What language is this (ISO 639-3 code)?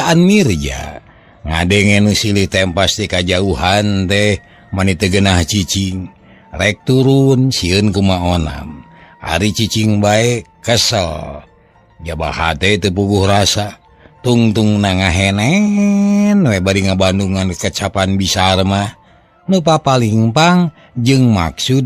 sun